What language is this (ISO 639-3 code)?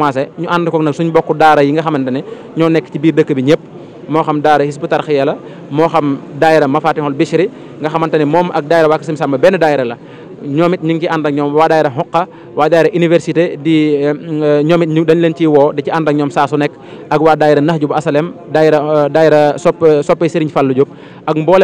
wol